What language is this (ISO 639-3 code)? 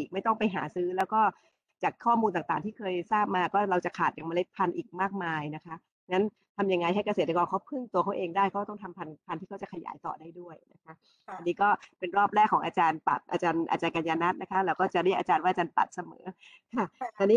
tha